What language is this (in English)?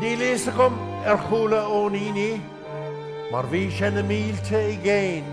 Irish